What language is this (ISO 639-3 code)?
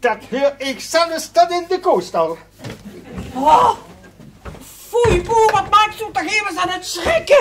lim